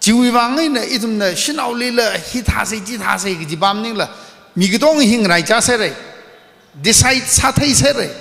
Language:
Tangkhul Naga (India)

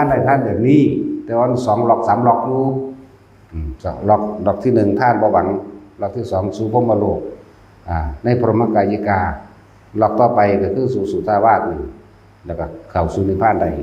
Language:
Northeastern Thai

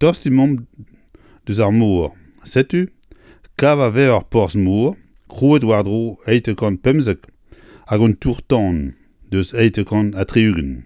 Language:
Breton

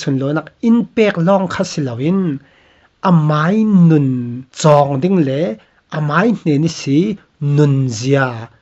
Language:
Falam Chin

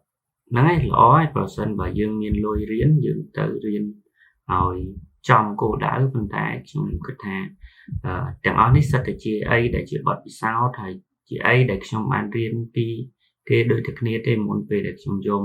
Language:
Khmer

